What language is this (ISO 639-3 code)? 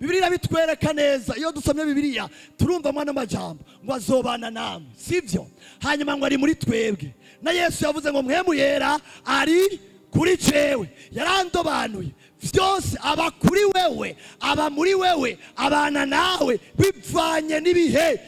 run